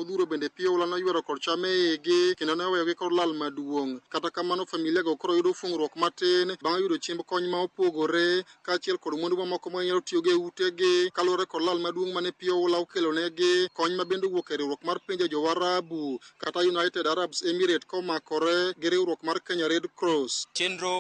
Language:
Luo (Kenya and Tanzania)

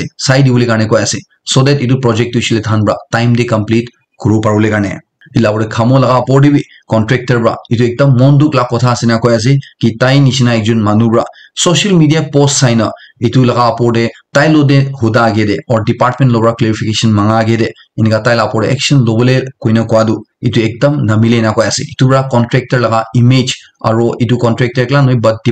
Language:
Naga Pidgin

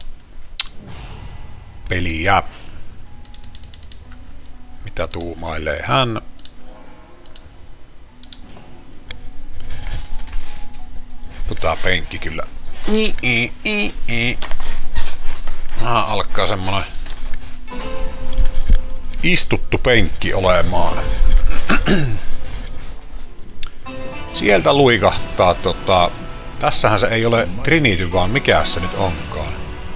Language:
Finnish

